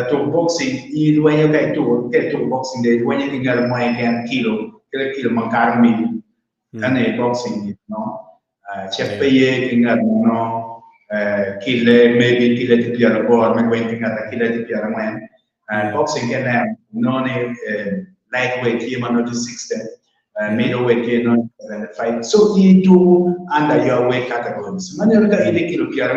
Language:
Acoli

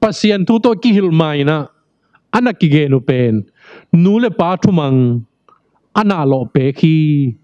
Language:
Tedim Chin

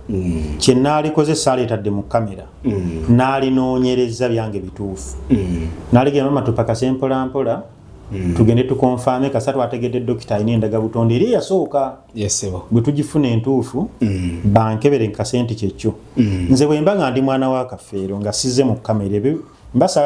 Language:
Ganda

